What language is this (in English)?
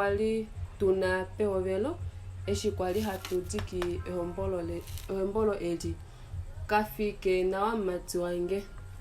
Kuanyama